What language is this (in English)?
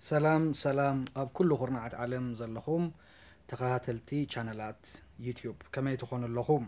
Tigrinya